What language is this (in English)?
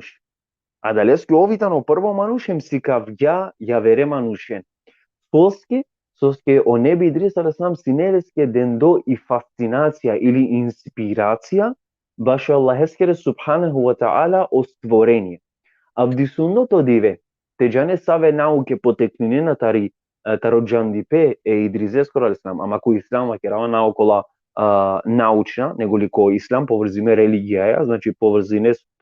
Balkan Romani